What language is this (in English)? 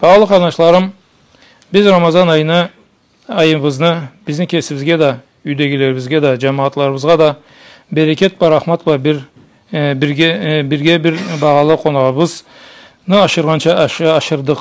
Karachay-Balkar